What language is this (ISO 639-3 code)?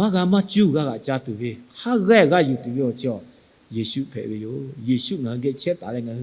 lhu